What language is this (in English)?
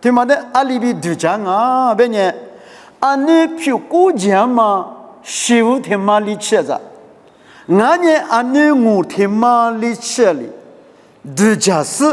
Lisu